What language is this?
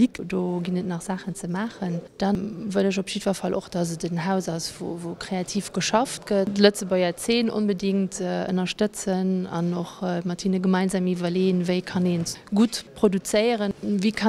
Luxembourgish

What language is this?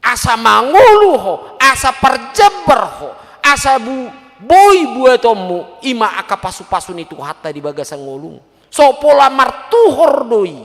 Batak Toba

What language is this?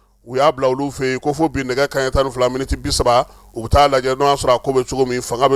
Bambara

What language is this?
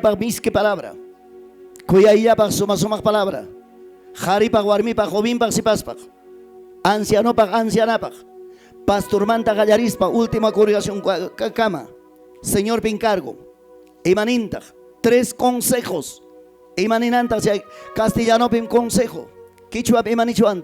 Ayacucho Quechua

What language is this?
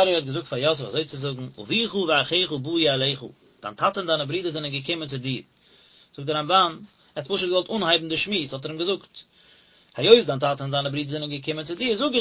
Yiddish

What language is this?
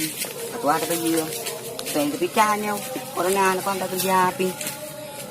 Achinese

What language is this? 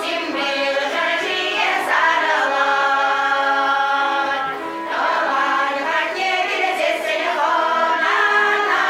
Chuvash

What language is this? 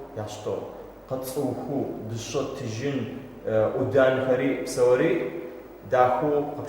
Adyghe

